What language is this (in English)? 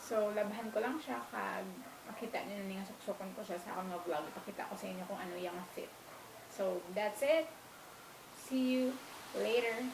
Hiligaynon